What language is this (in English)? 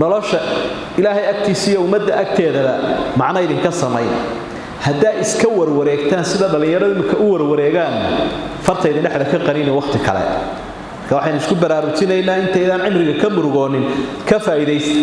Somali